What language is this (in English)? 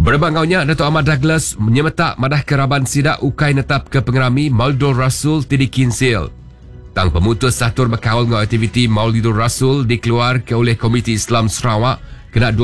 Iban